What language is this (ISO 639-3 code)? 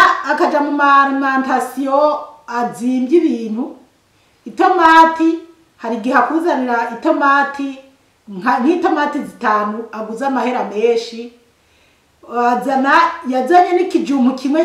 run